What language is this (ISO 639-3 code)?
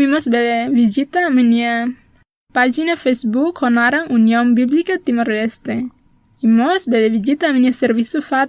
tet